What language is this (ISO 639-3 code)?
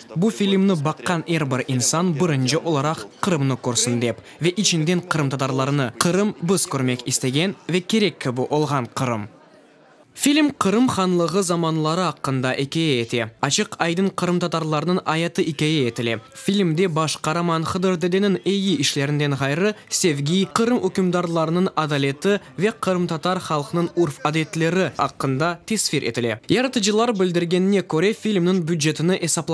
crh